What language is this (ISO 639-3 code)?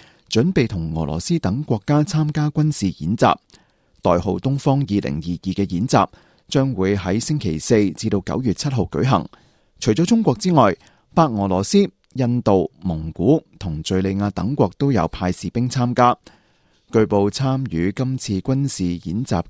yue